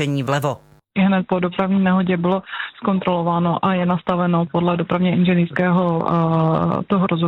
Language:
Czech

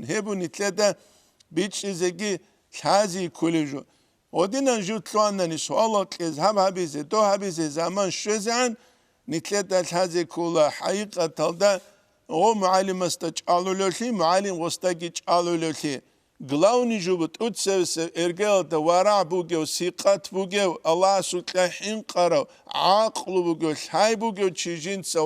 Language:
Avaric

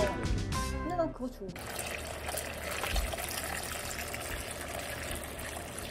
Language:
Korean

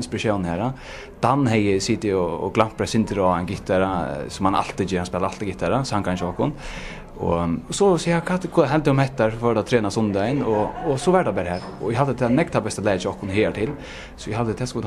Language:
Faroese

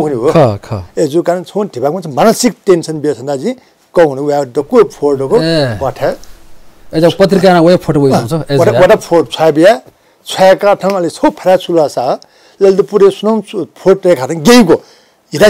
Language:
Newari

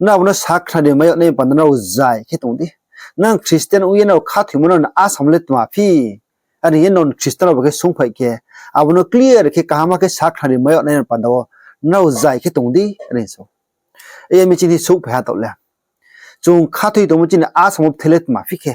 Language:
Riang (India)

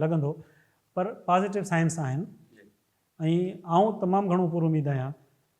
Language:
Sindhi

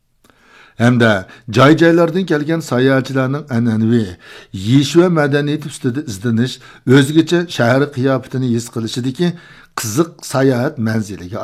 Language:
Uyghur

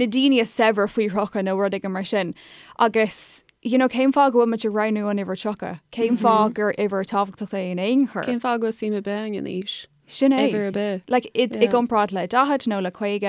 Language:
Irish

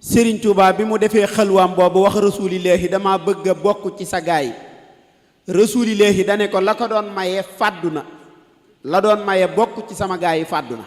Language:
Wolof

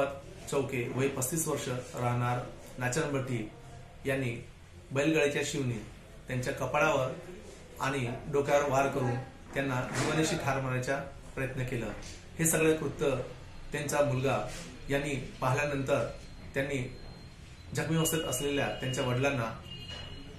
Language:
Marathi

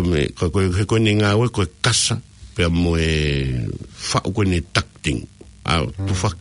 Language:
Tongan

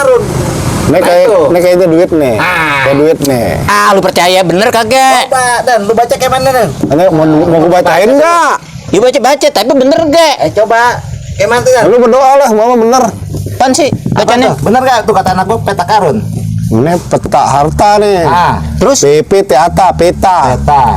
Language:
Betawi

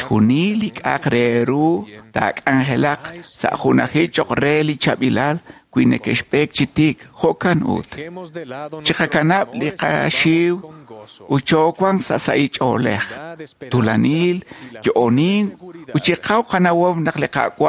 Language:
Kekchí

